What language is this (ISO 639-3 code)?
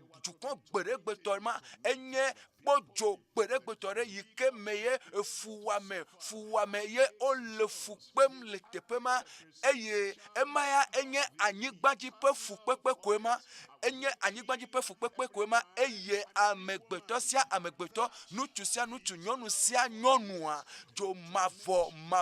ewe